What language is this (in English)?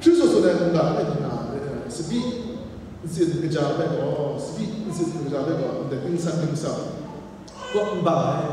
Kachin